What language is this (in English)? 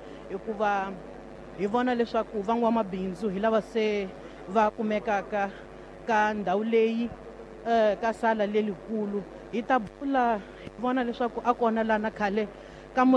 Tsonga